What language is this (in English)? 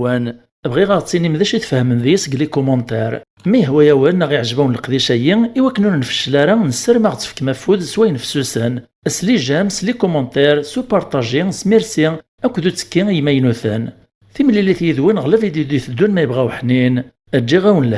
Kabyle